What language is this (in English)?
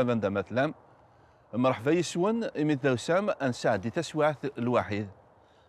Kabyle